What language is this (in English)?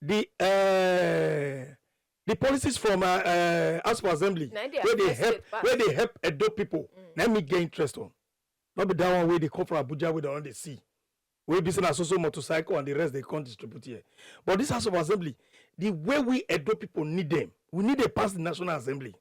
Nigerian Pidgin